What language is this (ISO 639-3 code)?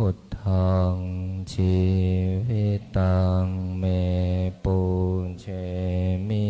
pli